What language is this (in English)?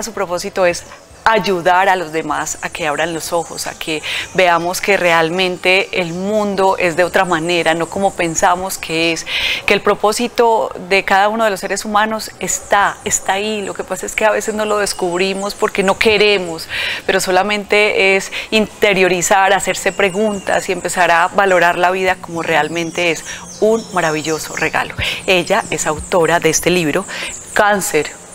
Spanish